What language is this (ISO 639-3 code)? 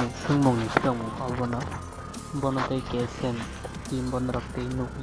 trp